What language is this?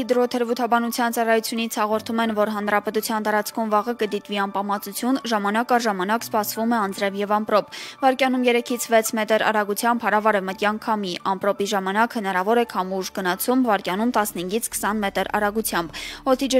Armenian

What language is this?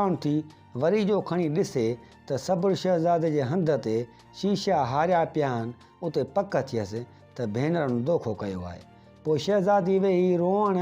Sindhi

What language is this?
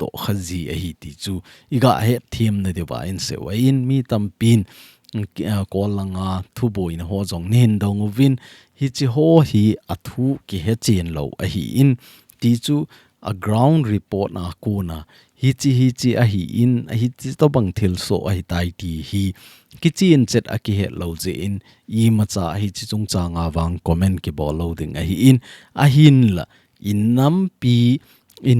Thado Chin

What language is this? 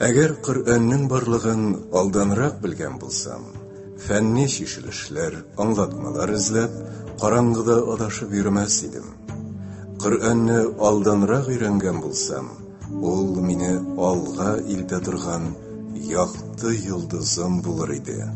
Tatar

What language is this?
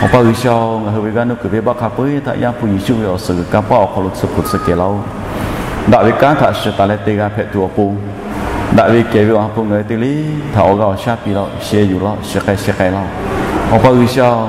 Lahu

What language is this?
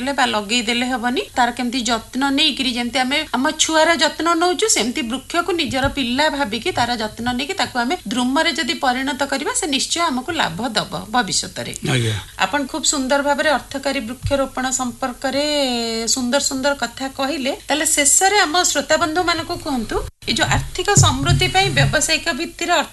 Odia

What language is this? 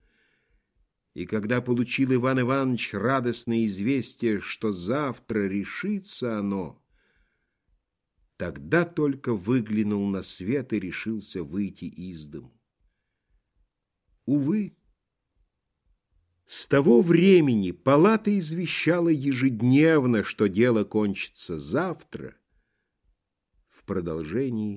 Russian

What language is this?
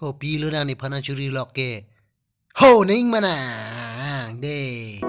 Karbi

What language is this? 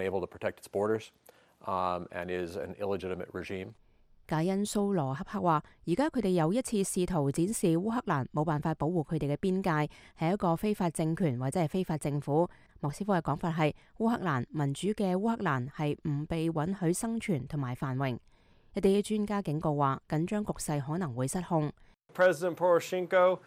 Cantonese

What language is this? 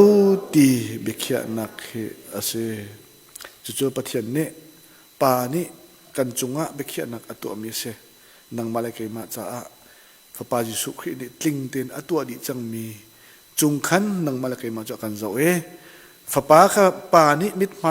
Hakha Chin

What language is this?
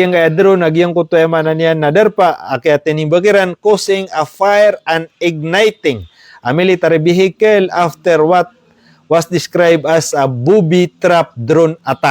Maranao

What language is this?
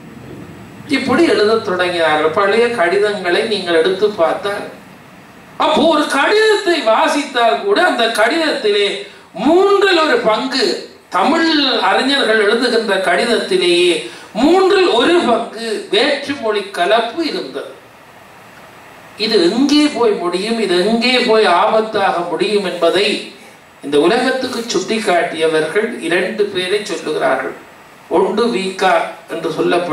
Tamil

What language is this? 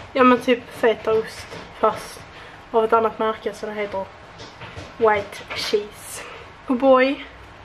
Swedish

